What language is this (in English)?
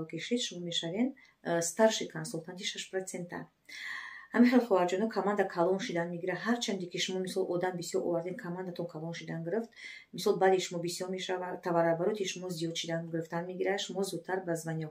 Tajik